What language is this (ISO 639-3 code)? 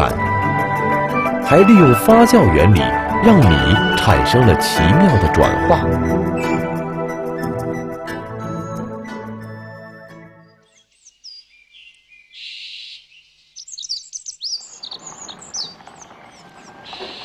zho